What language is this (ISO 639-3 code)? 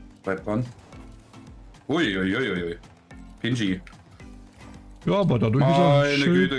deu